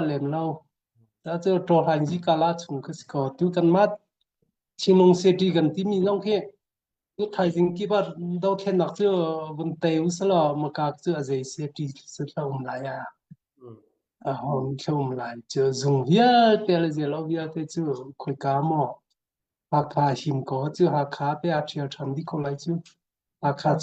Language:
Hakha Chin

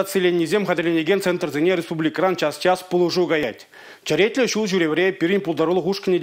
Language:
Chuvash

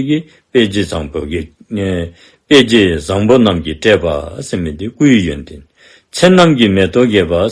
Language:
Dzongkha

